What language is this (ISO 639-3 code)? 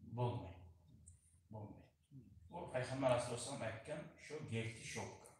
kum